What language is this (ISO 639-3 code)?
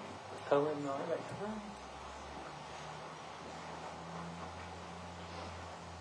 vie